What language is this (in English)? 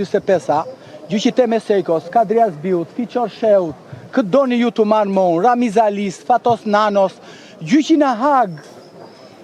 Albanian